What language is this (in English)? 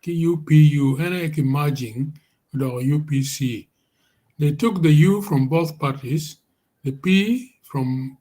Acoli